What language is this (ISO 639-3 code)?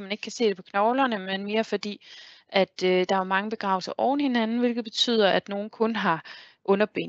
dan